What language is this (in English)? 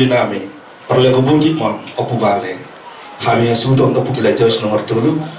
Batak Toba